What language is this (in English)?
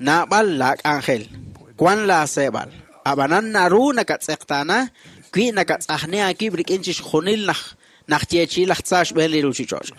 Kekchí